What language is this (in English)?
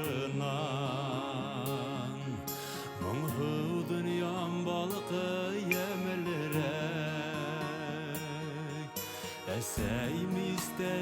Bashkir